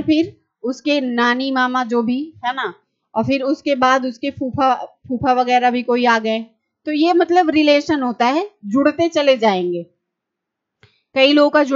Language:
Hindi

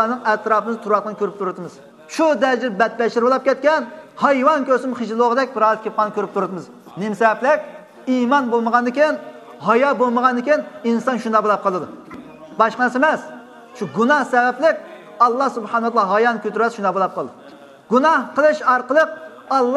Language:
Uyghur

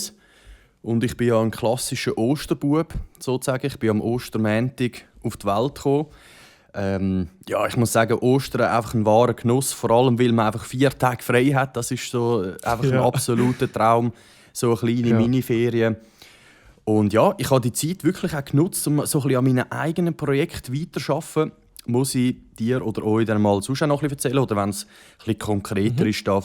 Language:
Swiss German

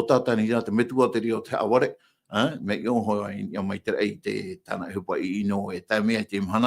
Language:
Tahitian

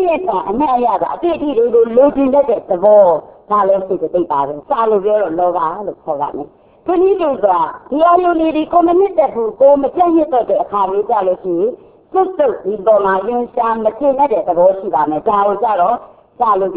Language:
Burmese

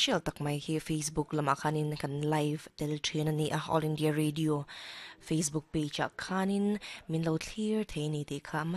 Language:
Mizo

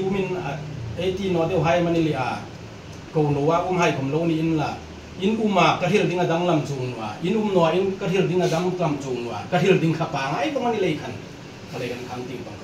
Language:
Hmar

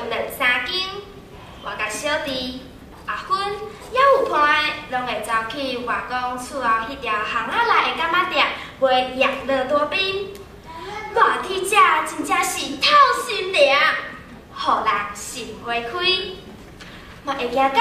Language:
Min Nan Chinese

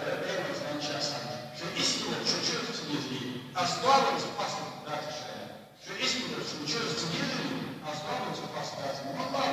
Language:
Ingush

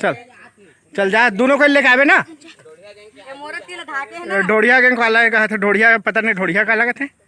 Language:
Chhattisgarhi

